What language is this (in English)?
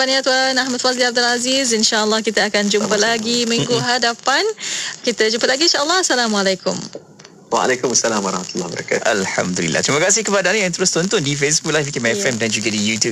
Malay